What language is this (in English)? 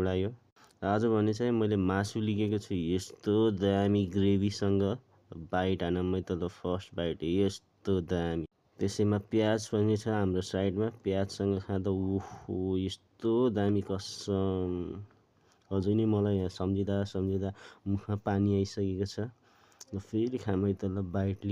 Nepali